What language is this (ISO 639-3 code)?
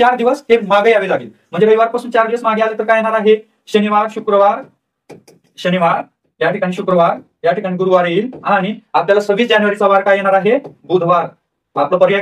mar